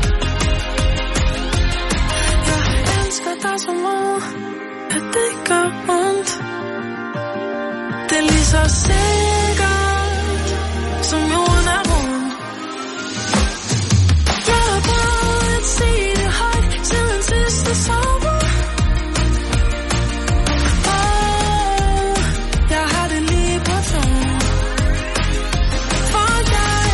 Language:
Danish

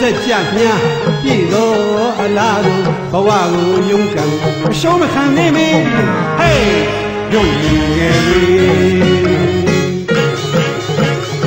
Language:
Burmese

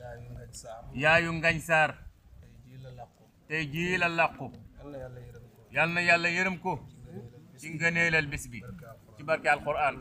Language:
Wolof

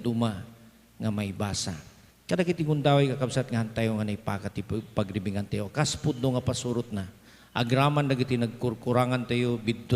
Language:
Iloko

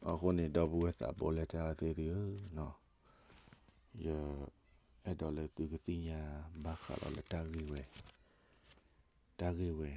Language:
S'gaw Karen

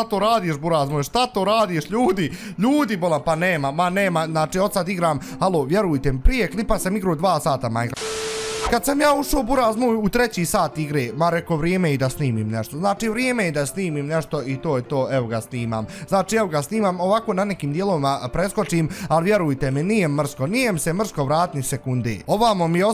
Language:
Bosnian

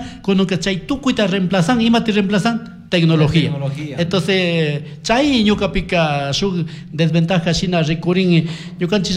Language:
Chimborazo Highland Quichua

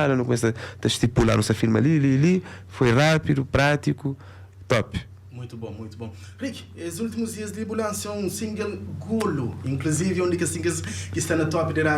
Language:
Kabuverdianu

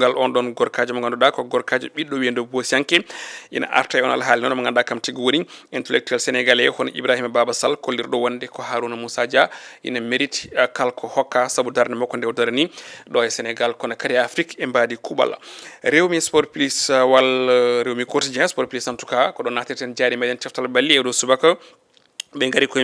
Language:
Fula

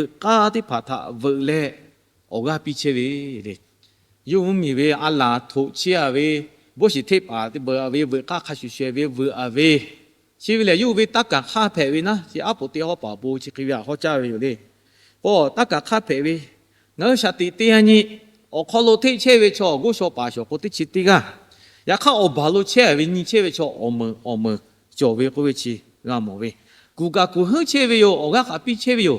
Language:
Lahu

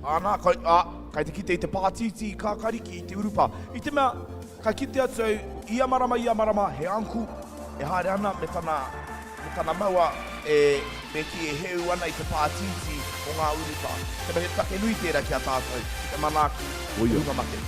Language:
Māori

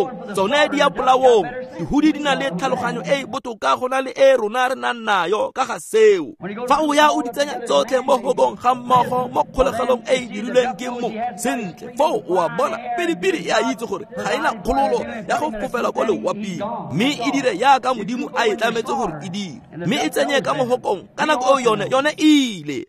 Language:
Tswana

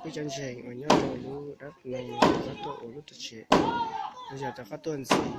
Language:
Hmong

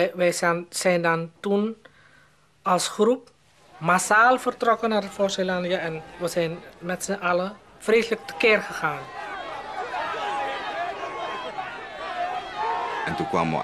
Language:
Dutch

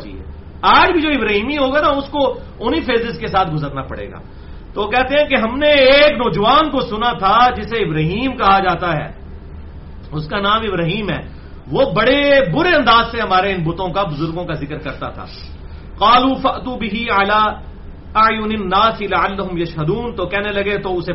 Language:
Urdu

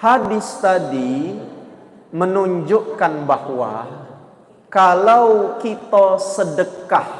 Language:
Musi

